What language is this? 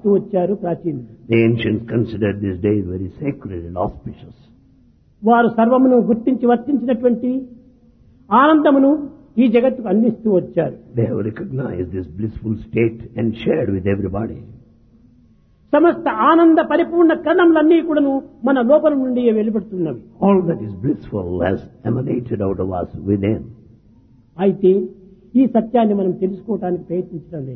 Telugu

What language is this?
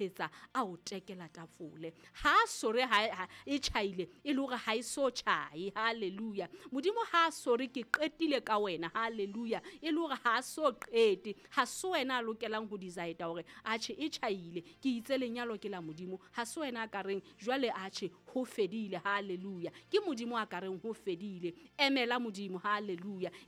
Southern Sotho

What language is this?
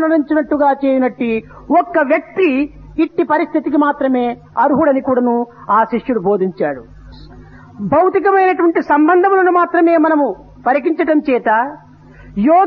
Telugu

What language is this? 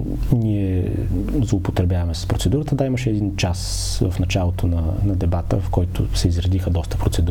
Bulgarian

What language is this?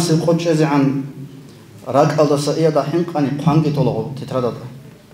Avaric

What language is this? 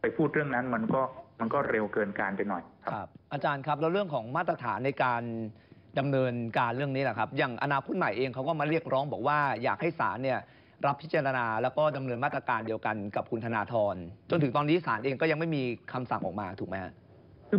Thai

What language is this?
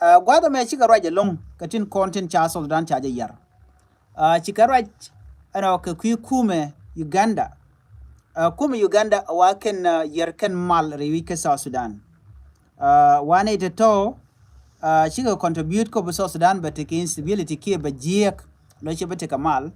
Nuer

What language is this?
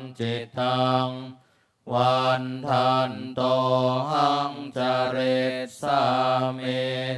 Pali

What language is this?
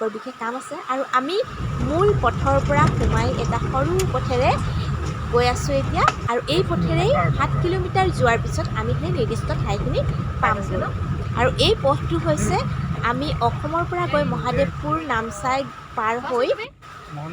Assamese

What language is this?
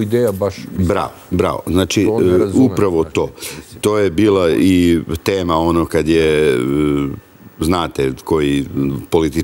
Serbian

